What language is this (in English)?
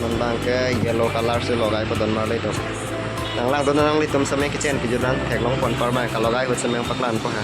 Karbi